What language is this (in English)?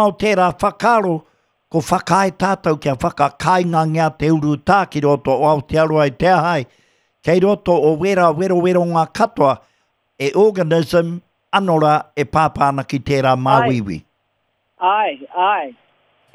Māori